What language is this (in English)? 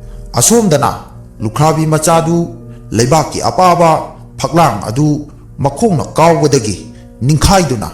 Manipuri